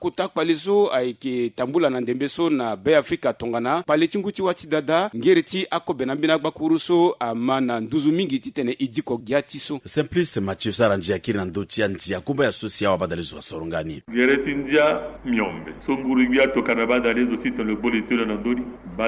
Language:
Sango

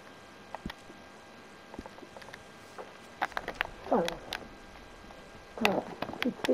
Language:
Swedish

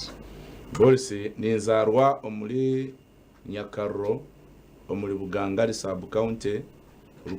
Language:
Nyankole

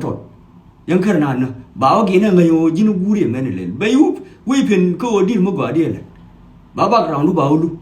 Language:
Nuer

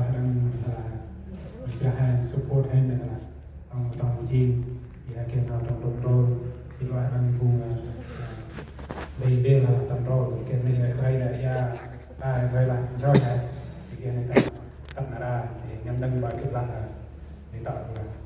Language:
Central Mnong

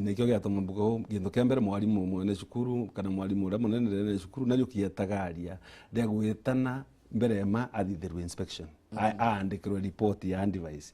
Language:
Meru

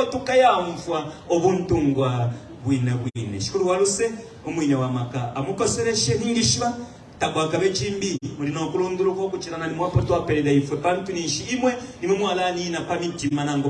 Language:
Bemba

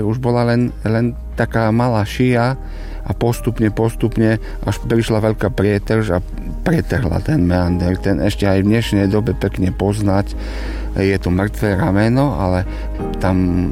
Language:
Slovak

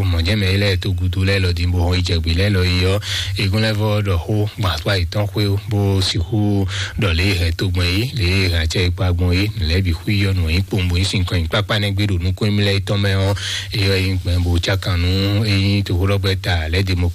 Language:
Fon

